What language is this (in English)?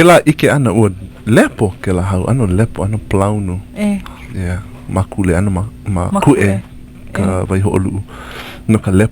Hawaiian